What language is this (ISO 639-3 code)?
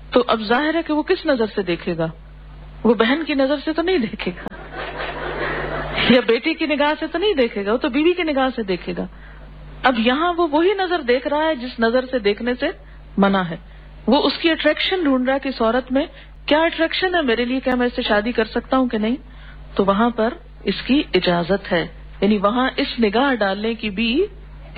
urd